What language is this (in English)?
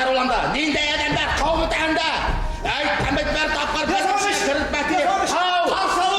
Bashkir